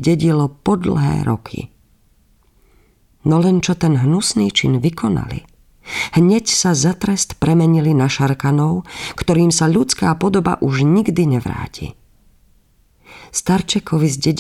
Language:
Slovak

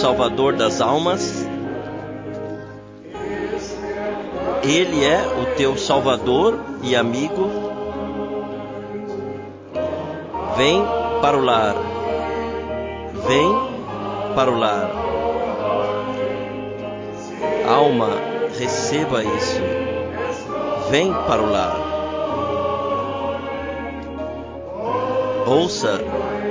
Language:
Portuguese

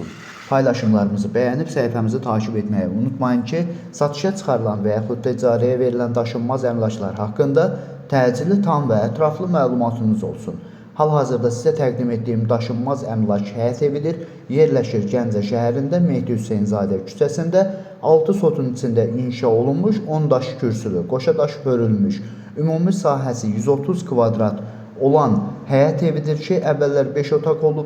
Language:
Azerbaijani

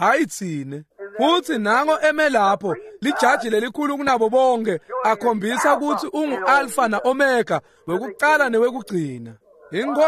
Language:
Swati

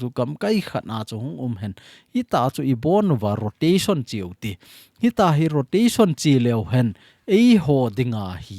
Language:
Thado Chin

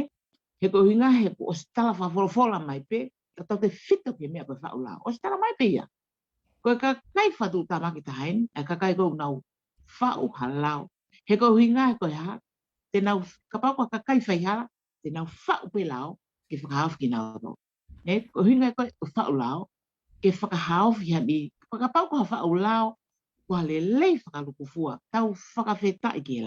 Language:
Tongan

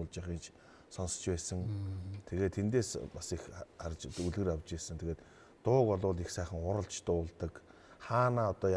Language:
Mongolian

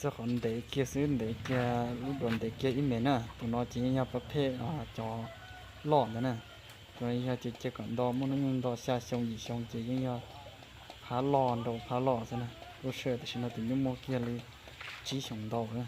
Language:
Hmong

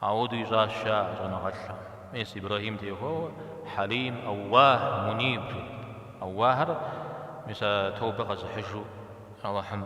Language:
Kabardian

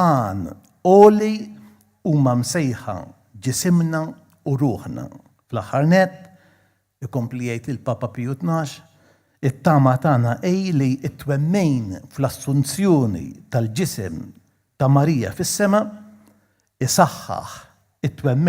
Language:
Maltese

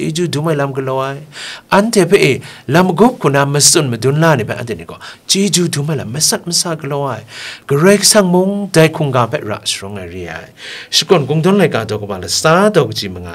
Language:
Kachin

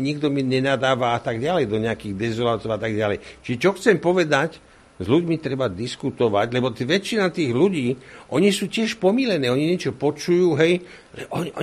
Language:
Slovak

